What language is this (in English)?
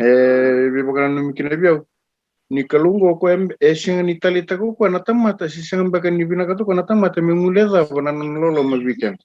Fijian